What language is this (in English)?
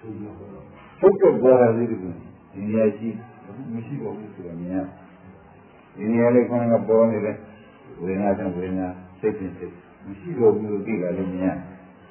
Burmese